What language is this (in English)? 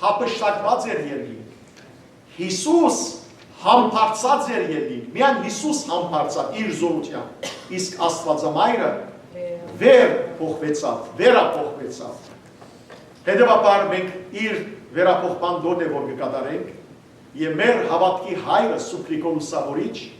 Western Armenian